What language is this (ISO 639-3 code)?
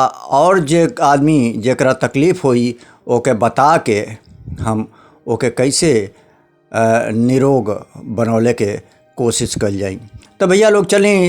bho